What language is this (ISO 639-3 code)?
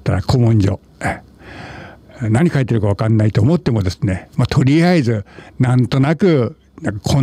jpn